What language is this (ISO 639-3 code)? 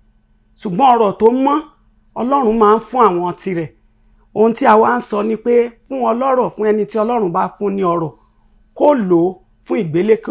yor